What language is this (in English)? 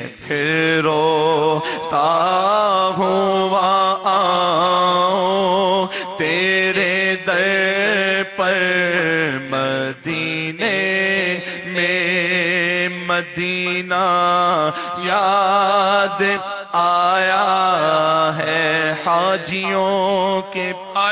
Urdu